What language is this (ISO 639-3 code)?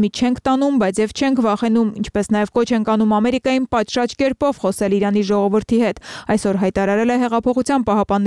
hye